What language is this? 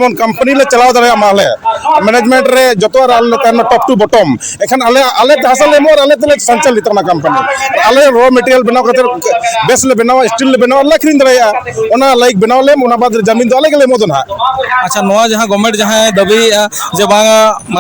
Santali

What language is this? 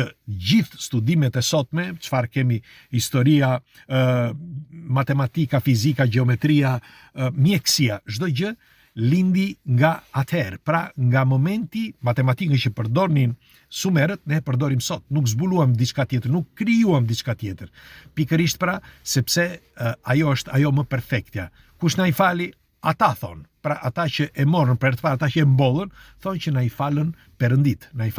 Albanian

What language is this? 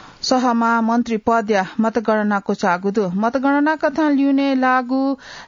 Newari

